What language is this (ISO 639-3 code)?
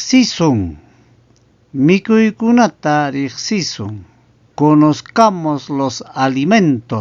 quy